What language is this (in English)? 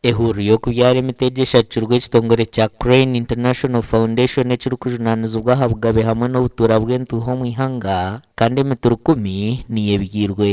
Nyankole